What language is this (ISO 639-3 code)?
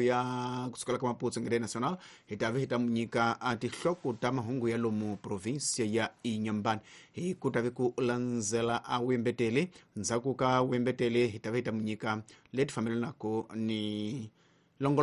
tso